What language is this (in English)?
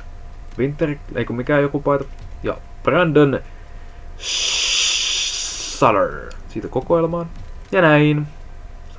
Finnish